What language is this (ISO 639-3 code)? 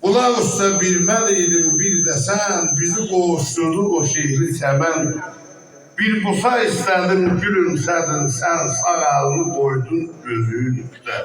azb